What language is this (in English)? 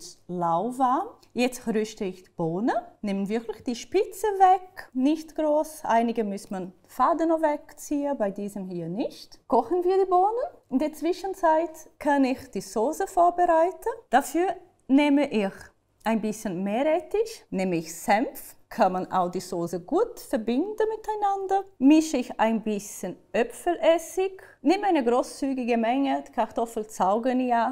Swiss German